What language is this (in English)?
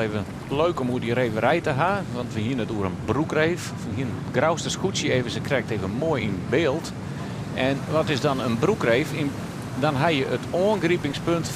Western Frisian